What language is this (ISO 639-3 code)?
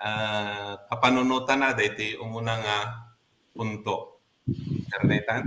ilo